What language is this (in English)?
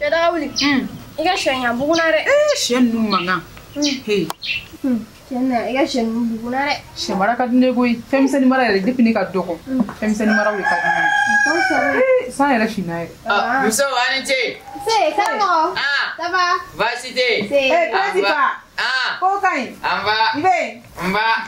Bambara